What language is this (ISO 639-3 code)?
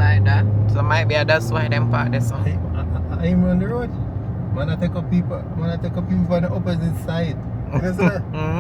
jam